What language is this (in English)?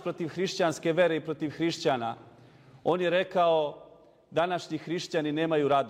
Serbian